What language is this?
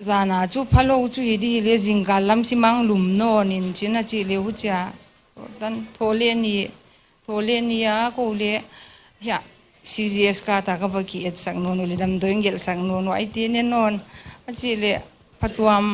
Paite Chin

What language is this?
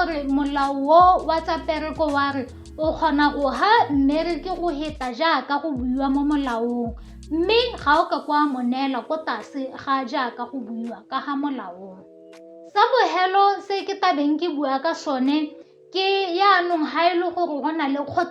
Tswana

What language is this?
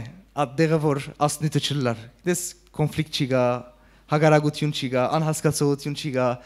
Western Armenian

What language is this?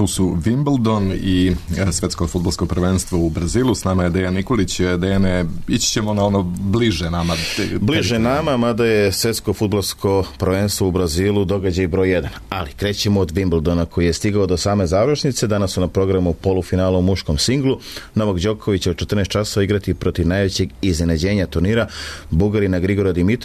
Serbian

